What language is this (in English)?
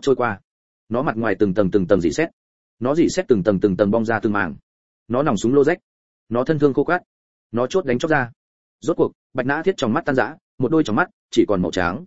Vietnamese